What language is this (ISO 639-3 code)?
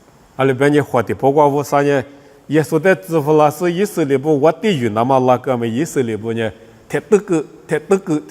lis